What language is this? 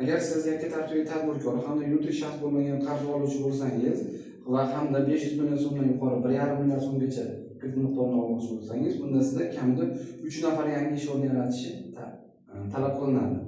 Uzbek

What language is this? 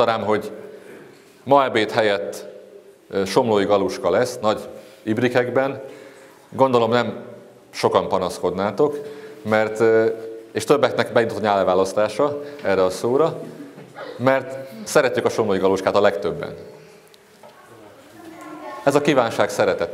Hungarian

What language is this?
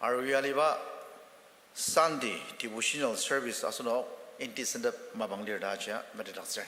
Ao Naga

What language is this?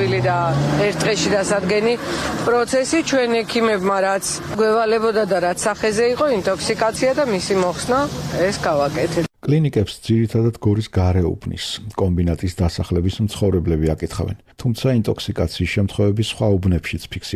Georgian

